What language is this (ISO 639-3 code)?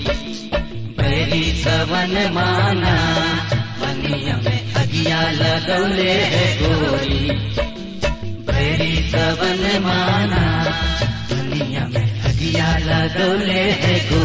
bho